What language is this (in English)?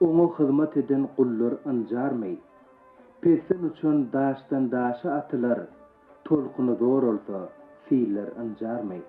Turkmen